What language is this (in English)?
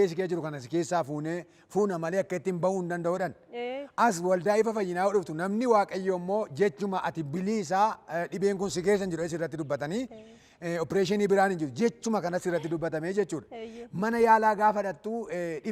Oromo